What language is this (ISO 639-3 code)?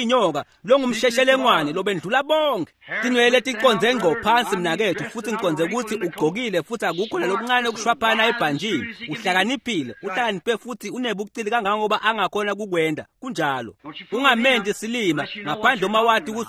ssw